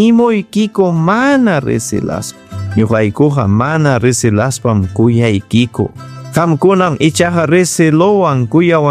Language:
Ayacucho Quechua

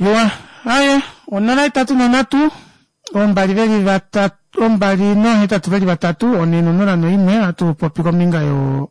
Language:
Kuanyama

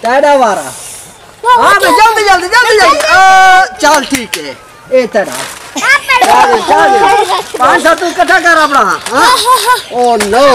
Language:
Saraiki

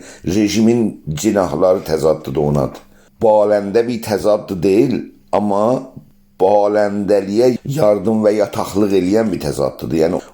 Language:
South Azerbaijani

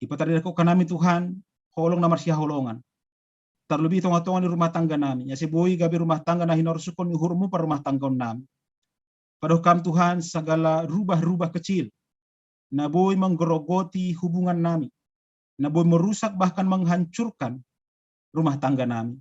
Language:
Batak Simalungun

